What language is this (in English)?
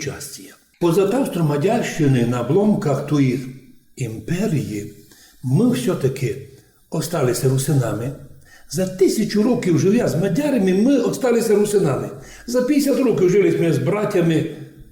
Rusyn